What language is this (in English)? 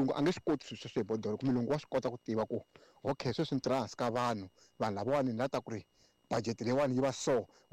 Tsonga